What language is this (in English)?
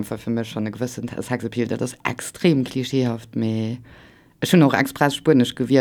Luxembourgish